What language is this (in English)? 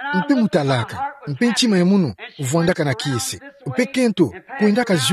Kituba (Democratic Republic of Congo)